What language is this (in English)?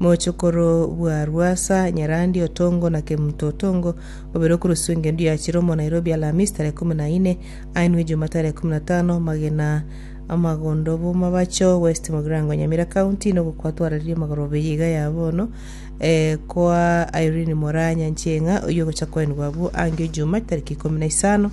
Gusii